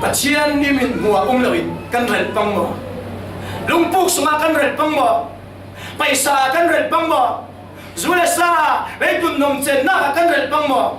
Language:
Falam Chin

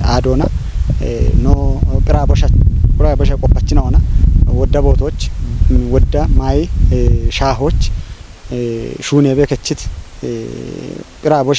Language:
Kafa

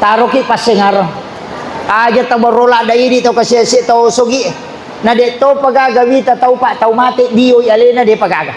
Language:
Buginese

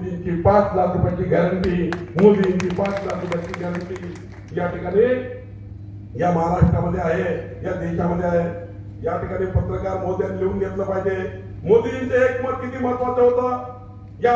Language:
Marathi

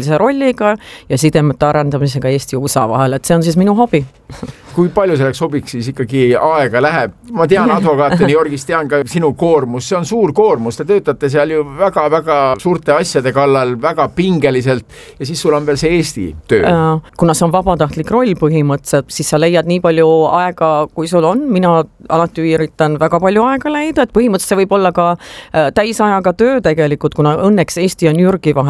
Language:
Estonian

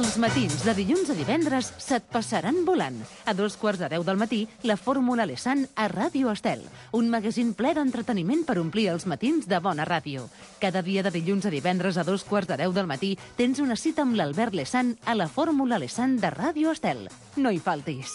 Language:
Catalan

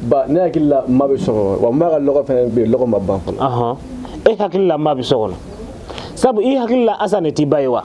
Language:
Bambara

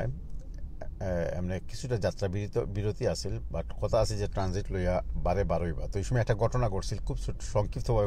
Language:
Sylheti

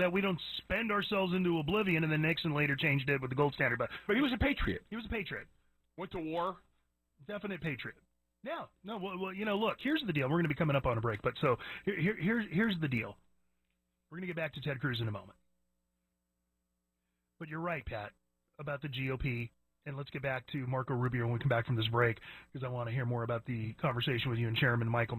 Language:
English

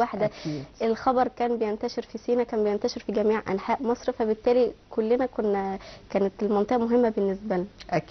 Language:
Egyptian Arabic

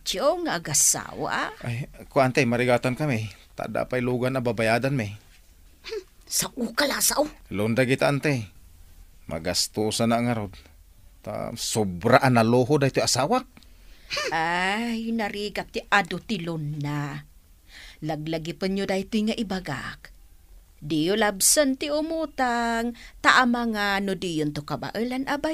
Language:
Iloko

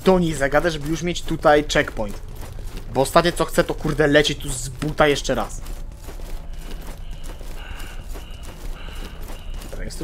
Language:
Polish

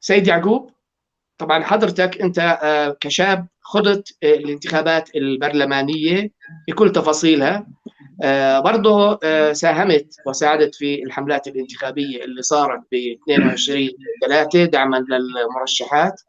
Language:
North Levantine Arabic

